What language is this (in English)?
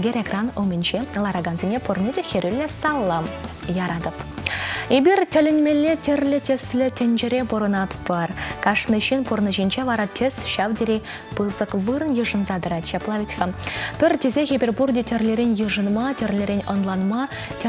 Chuvash